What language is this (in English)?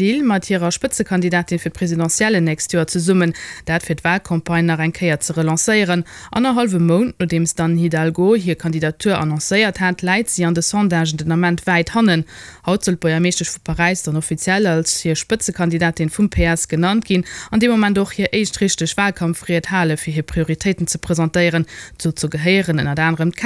Luxembourgish